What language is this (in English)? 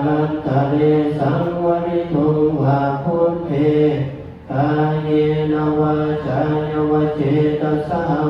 Pali